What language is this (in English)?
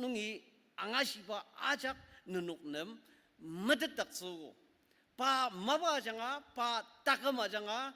Ao Naga